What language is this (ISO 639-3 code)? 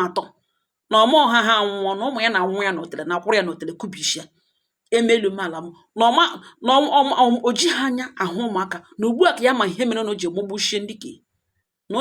ibo